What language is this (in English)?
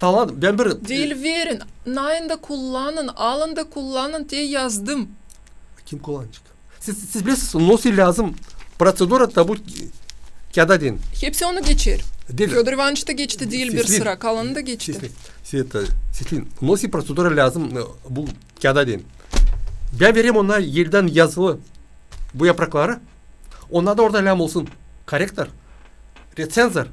Gagauz